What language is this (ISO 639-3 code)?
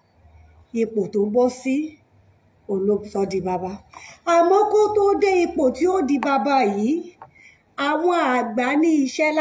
yor